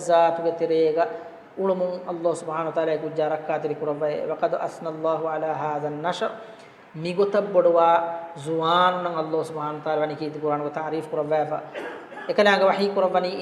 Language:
Divehi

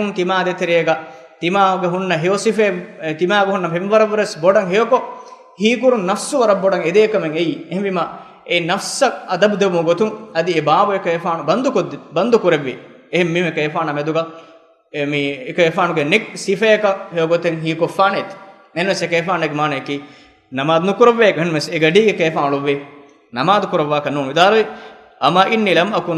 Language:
Divehi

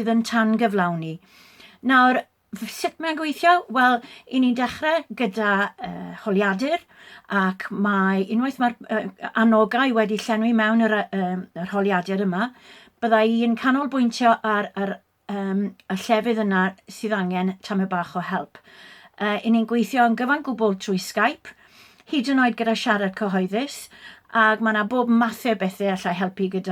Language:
Welsh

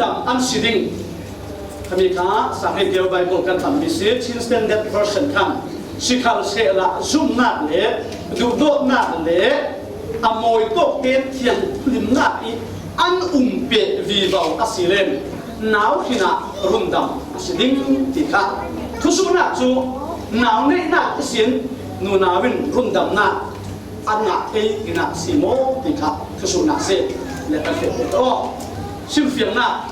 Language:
Falam Chin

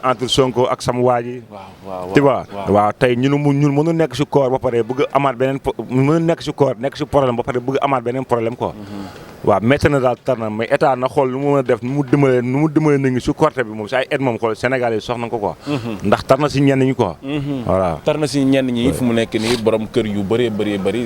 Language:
Wolof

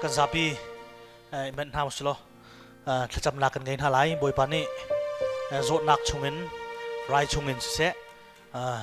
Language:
Hakha Chin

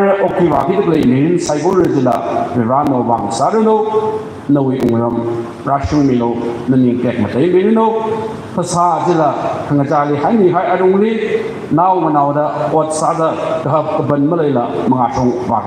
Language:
Tangkhul Naga (India)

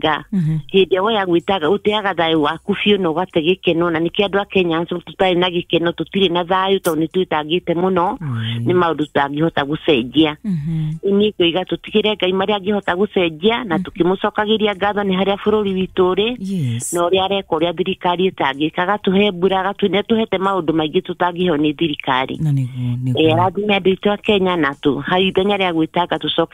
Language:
Kikuyu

